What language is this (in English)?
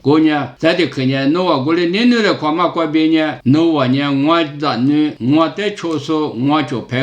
Lisu